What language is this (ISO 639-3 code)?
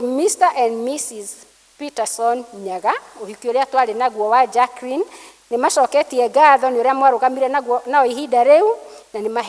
kik